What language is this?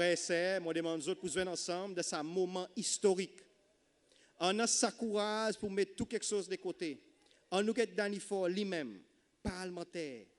Seselwa Creole French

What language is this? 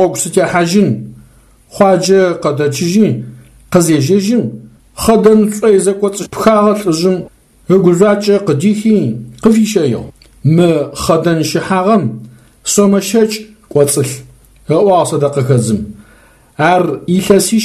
Adyghe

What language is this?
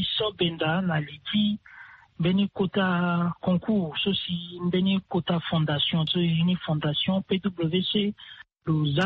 Sango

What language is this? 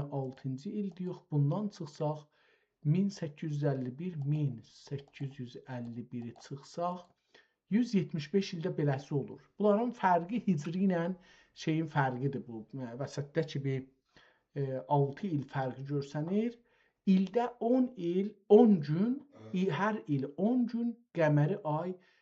South Azerbaijani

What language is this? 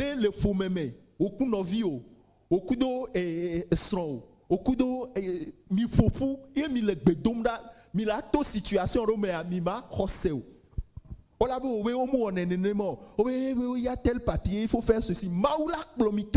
Ewe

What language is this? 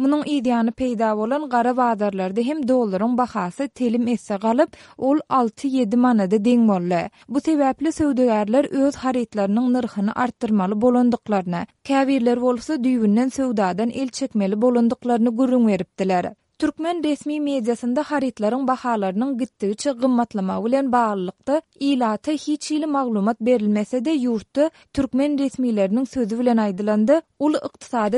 Turkmen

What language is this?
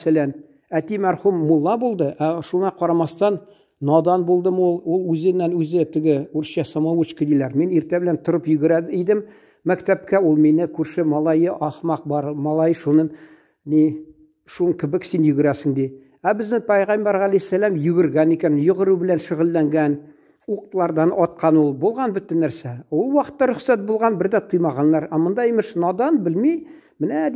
Tatar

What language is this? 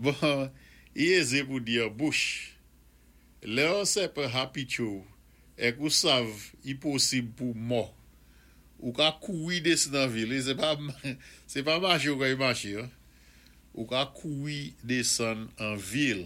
Saint Lucian Creole French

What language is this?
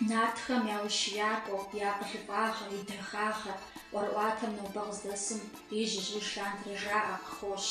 Kabardian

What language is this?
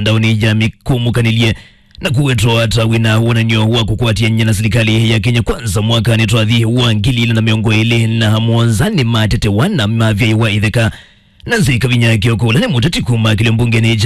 Kamba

